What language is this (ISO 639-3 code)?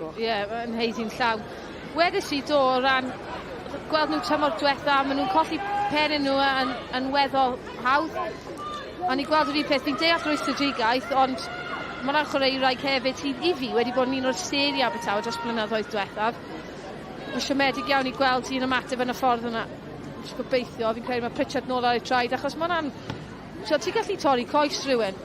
cym